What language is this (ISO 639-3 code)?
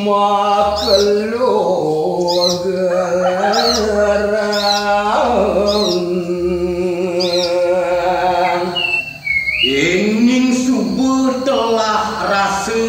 ban